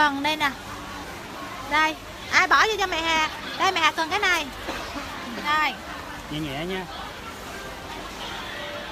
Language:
Vietnamese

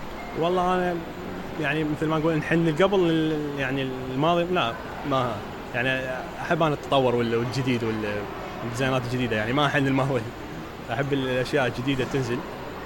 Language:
Mesopotamian Arabic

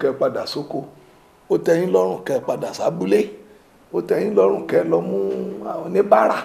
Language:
Yoruba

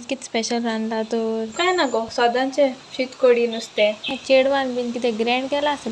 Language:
Konkani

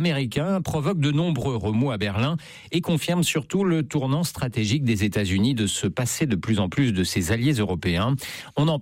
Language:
French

